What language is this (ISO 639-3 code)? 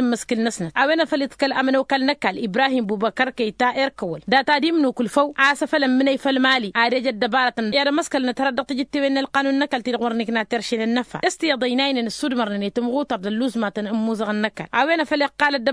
taq